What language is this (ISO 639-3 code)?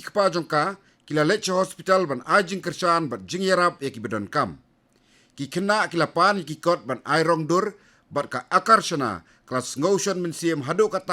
kha